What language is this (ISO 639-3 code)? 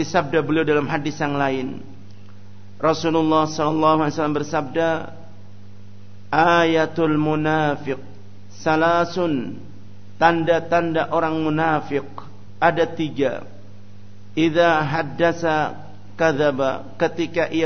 ind